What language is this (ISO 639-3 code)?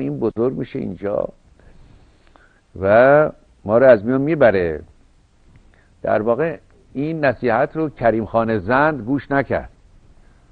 fas